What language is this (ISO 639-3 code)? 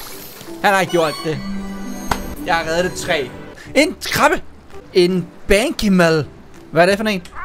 dan